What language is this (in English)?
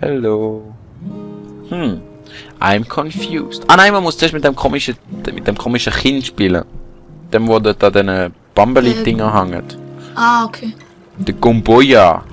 Swiss German